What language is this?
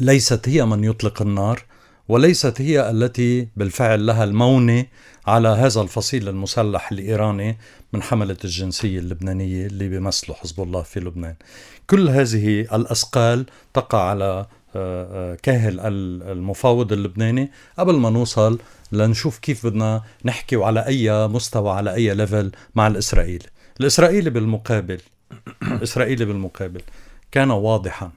North Levantine Arabic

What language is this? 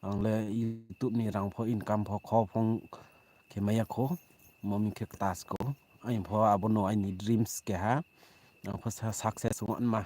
Riang (India)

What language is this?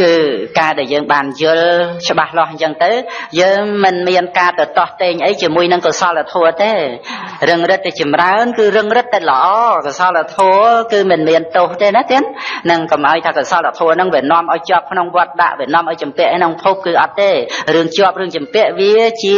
Khmer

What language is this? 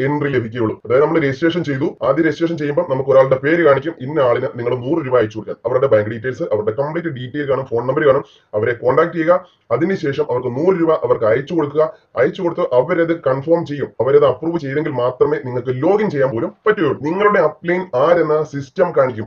Malayalam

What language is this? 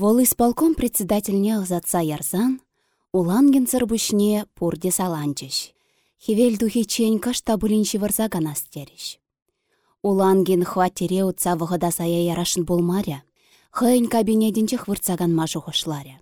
Chuvash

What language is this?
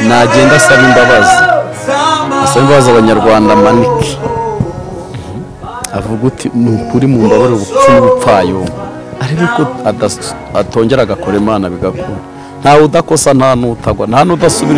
Kinyarwanda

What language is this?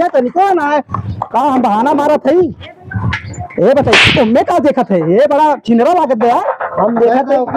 Awadhi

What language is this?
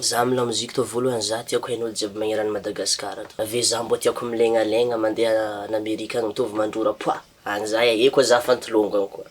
Malagasy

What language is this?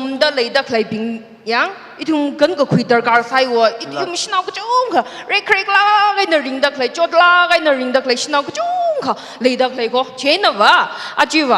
Tangkhul Naga (India)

